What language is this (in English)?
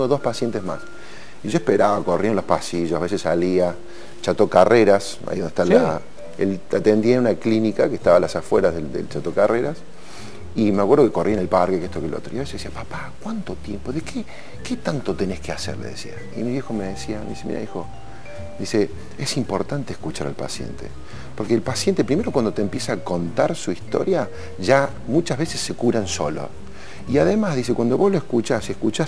Spanish